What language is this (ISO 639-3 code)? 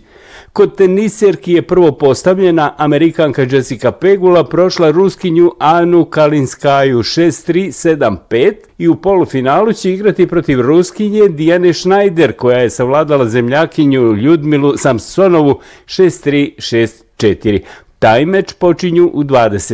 bos